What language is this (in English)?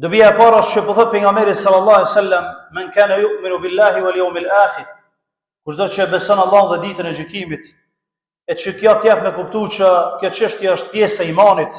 Albanian